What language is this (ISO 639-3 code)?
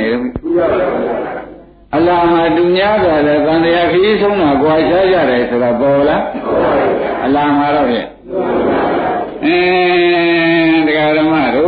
mya